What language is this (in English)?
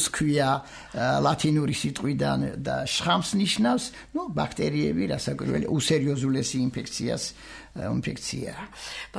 Georgian